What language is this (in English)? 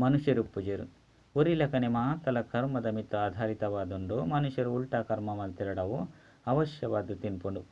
Tulu